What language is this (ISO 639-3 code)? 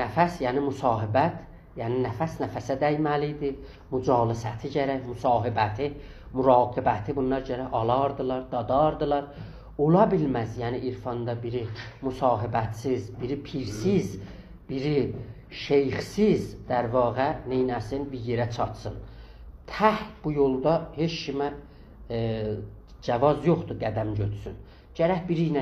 azb